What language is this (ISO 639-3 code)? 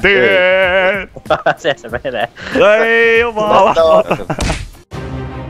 fin